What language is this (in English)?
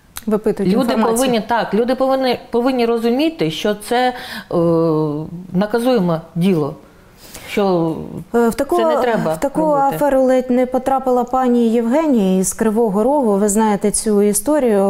Ukrainian